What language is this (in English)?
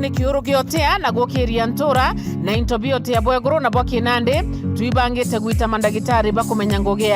Meru